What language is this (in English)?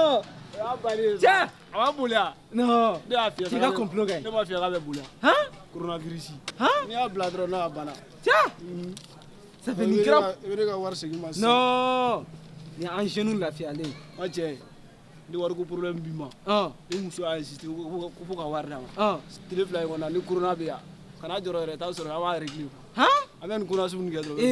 Bambara